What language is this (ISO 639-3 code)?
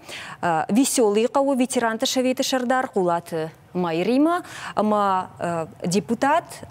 oss